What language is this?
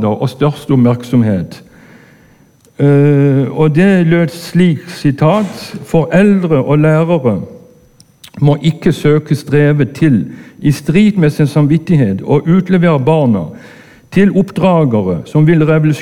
Norwegian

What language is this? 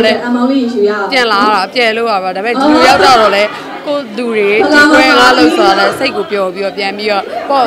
Burmese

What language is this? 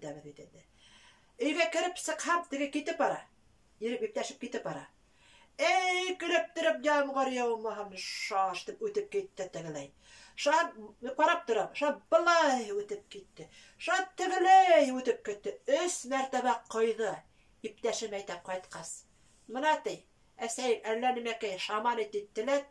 Bashkir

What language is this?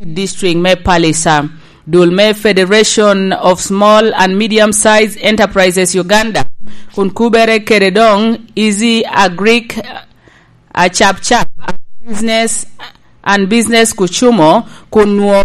Lango (Uganda)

